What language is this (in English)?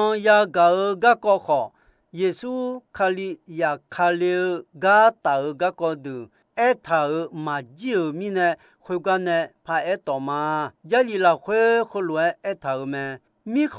Akha